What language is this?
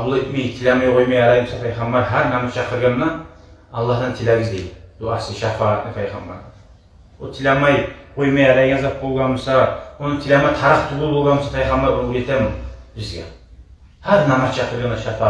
Kumyk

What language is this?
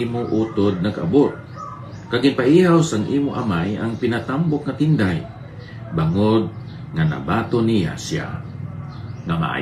Hiligaynon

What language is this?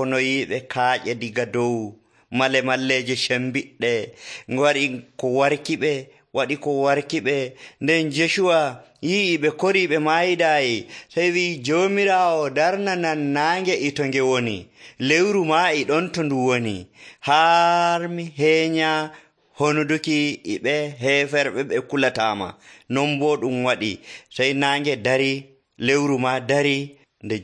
Nigerian Fulfulde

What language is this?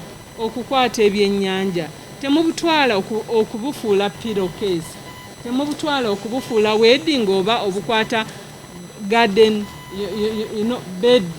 Ganda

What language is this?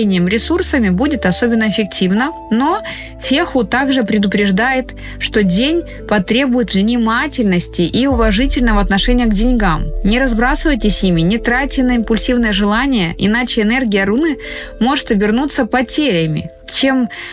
Russian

